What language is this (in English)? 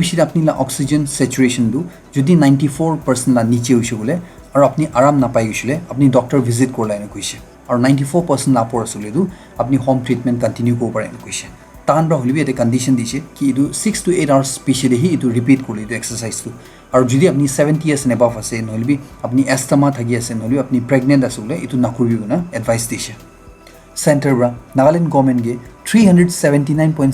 Naga Pidgin